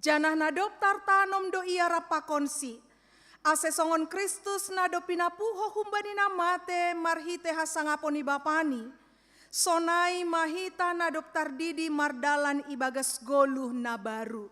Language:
Batak Simalungun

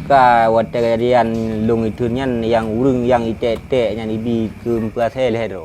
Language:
Achinese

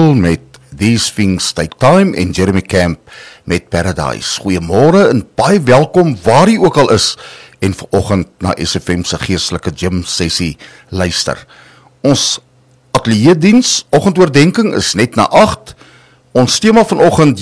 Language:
Afrikaans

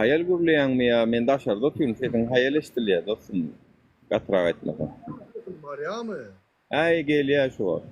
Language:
Turkmen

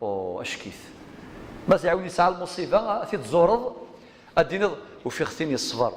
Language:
Kabyle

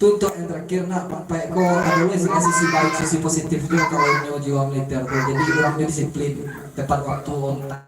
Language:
Minangkabau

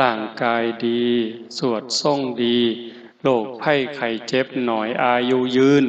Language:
Northeastern Thai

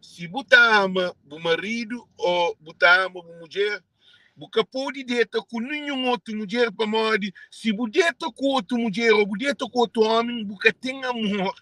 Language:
Kabuverdianu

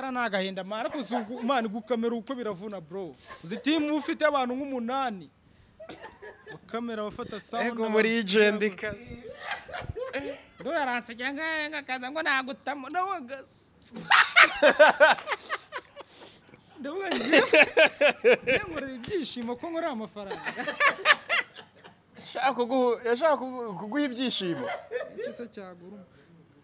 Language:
Kinyarwanda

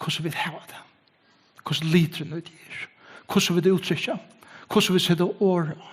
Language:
Faroese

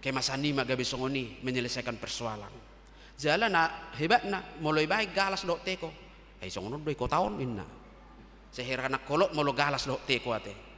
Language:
Batak Toba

